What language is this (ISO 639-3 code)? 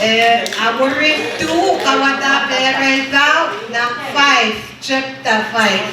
pon